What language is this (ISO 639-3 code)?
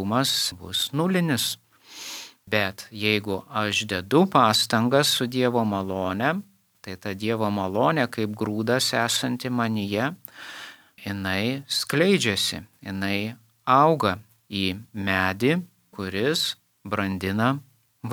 lit